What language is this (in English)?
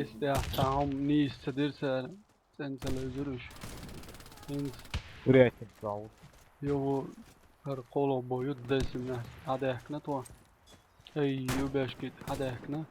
Chechen